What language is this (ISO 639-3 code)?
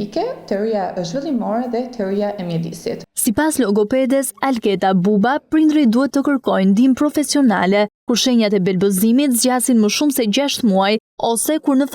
sqi